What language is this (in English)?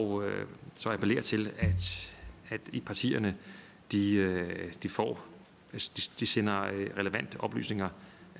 Danish